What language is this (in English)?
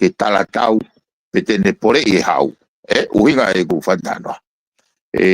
Tongan